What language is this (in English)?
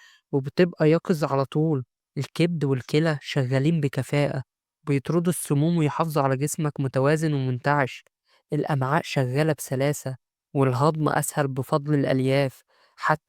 Egyptian Arabic